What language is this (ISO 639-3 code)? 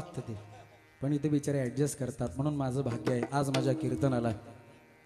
mar